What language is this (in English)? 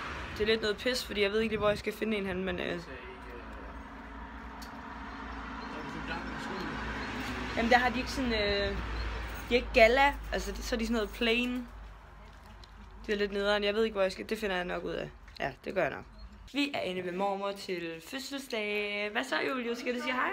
Danish